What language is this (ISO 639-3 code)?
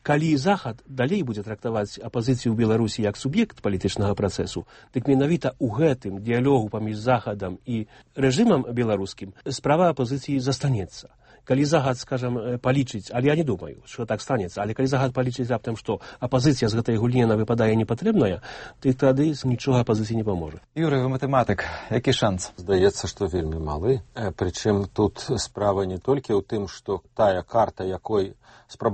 bel